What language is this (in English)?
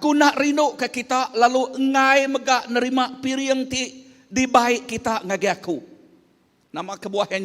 Iban